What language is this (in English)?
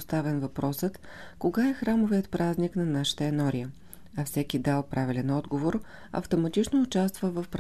Bulgarian